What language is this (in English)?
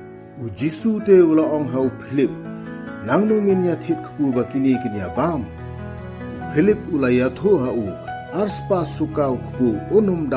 Khasi